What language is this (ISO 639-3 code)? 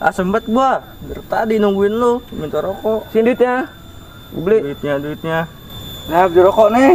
bew